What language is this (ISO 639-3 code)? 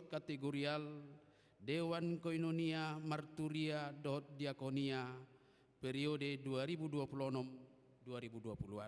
bbc